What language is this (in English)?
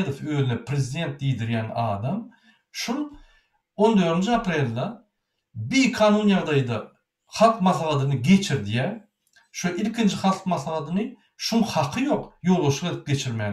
Turkmen